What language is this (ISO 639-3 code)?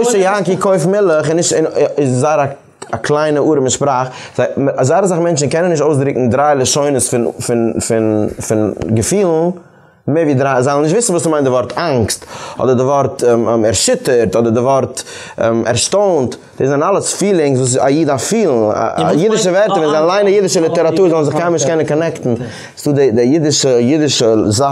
yid